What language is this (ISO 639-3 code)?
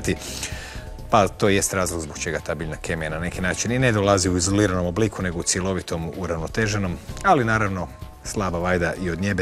hrv